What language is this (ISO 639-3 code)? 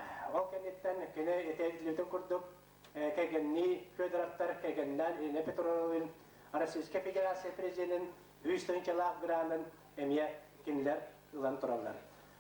sah